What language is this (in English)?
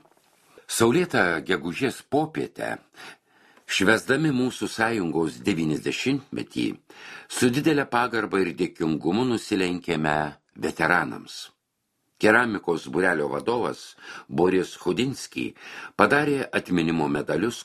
Lithuanian